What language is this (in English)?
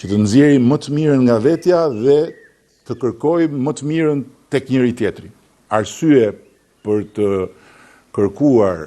Albanian